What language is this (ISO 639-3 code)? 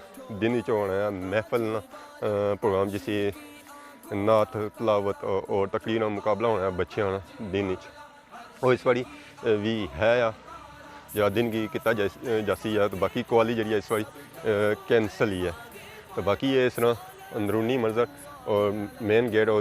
phr